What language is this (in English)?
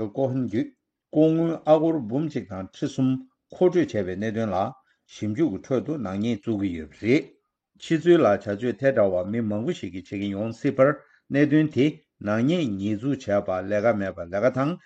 Tibetan